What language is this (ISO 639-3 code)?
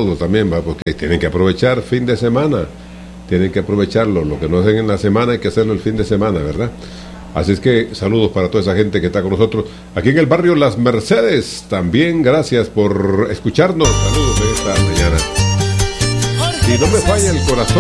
spa